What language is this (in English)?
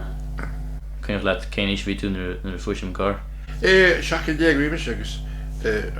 Irish